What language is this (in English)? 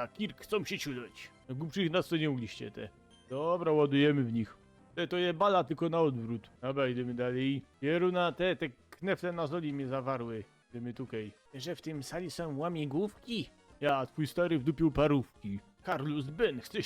Silesian